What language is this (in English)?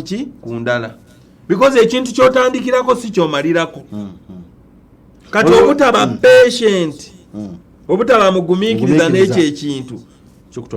Ganda